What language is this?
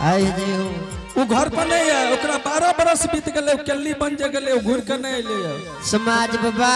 Angika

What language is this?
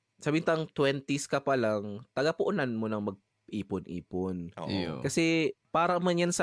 Bikol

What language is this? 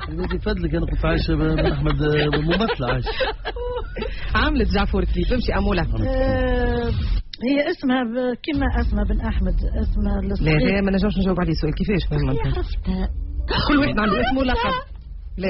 Tunisian Arabic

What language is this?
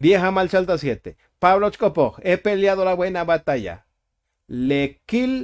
Tzotzil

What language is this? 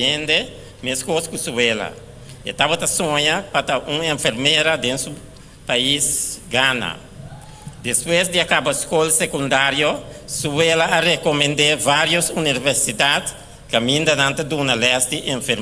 Papiamento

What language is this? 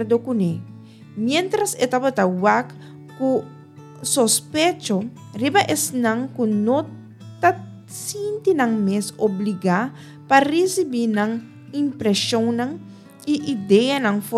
Papiamento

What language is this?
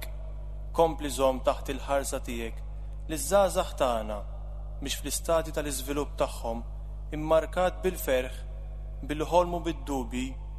Maltese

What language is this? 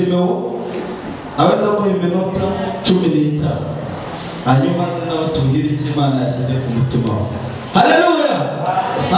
Kinyarwanda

